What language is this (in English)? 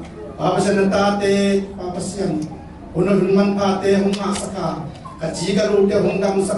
Tedim Chin